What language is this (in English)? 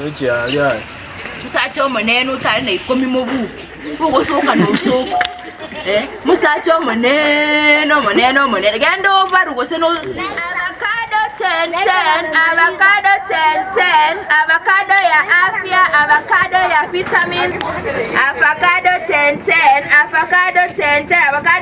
Gusii